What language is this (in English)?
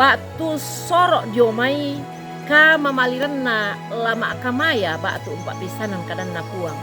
Toraja-Sa'dan